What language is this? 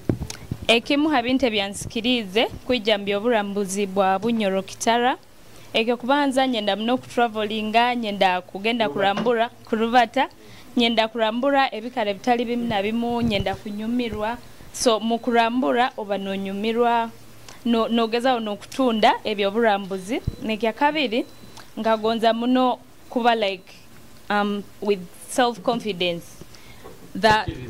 Nyoro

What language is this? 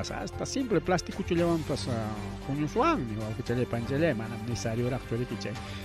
Ayacucho Quechua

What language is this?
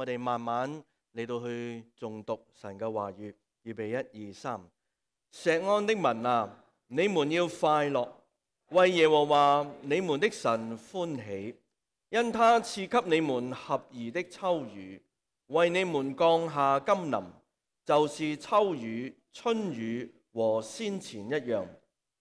Cantonese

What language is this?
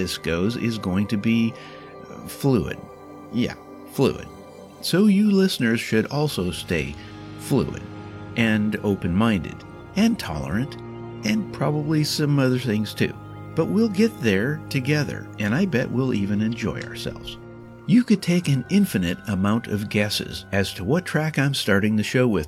English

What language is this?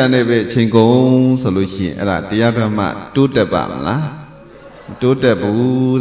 Burmese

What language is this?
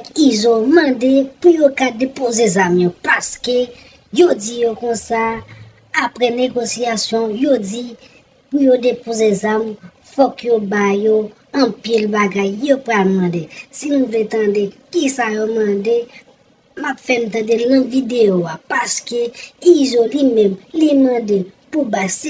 Haitian Creole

